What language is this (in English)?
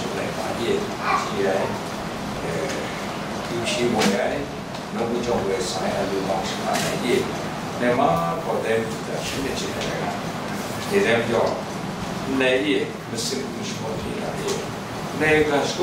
Kachin